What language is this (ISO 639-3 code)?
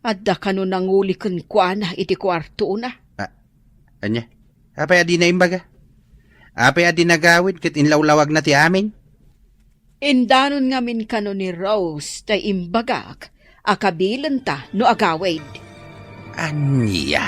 ilo